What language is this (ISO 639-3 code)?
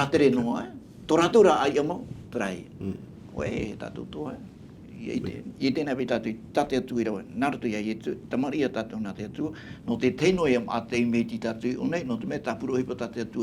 tah